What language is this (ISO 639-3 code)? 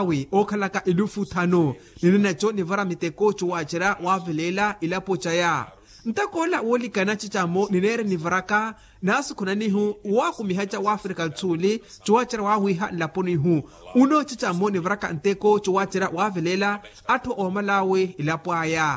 vmw